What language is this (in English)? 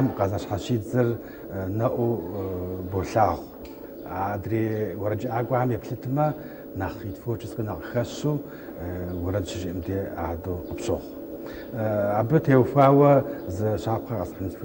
Kabardian